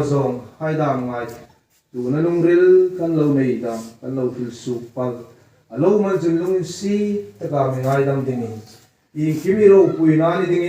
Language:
Hmar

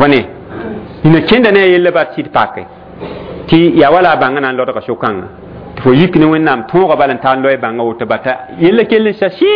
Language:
Mossi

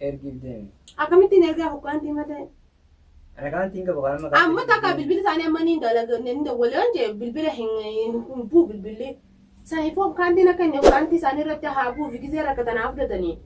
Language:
Oromo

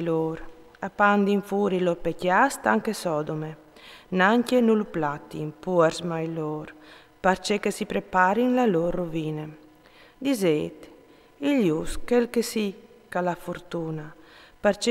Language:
Friulian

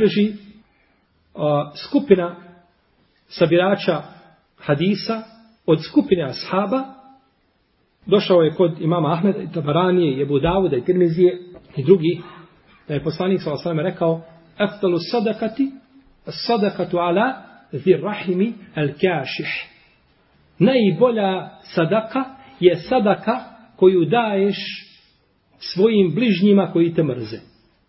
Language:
Bosnian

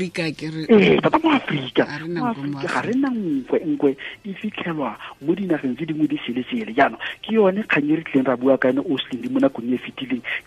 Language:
Tswana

